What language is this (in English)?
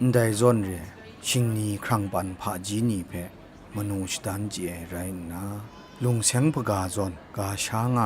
Kachin